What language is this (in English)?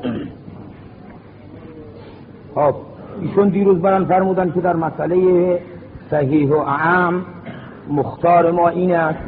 Persian